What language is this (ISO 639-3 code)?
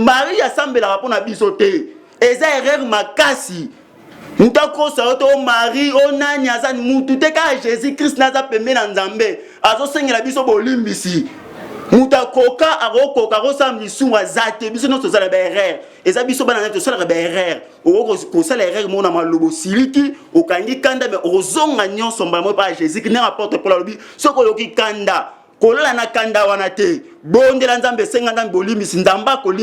lin